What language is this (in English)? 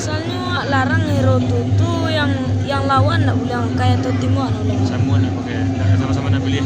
Minangkabau